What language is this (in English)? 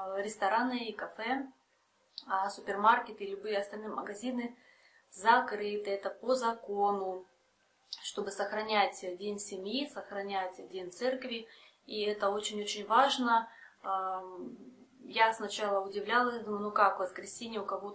Russian